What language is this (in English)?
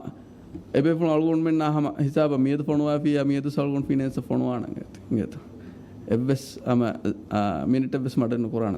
Divehi